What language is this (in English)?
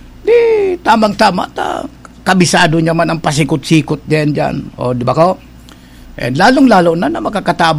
Bikol